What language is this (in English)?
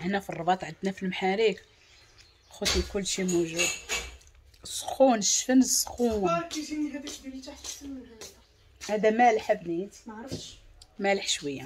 Moroccan Arabic